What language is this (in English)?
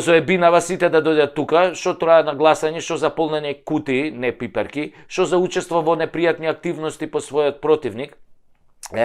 Macedonian